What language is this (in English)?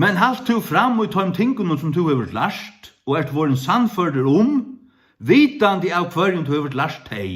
Faroese